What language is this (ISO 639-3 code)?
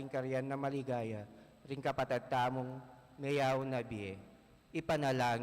pam